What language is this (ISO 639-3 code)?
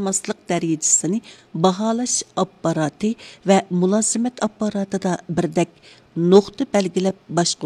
uig